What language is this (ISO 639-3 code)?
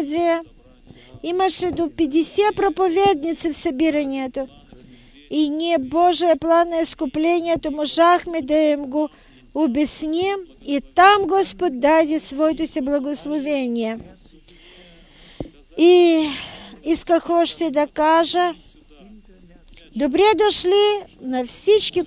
bul